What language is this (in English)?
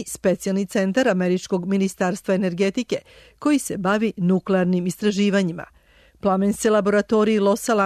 Serbian